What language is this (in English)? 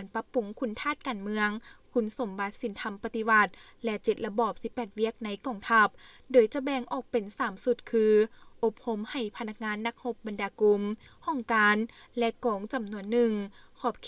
Lao